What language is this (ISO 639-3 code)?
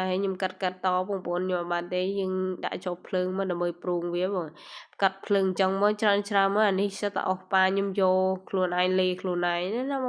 khm